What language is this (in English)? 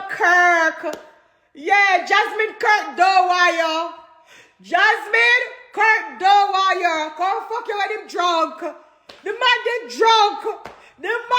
Jamaican Creole English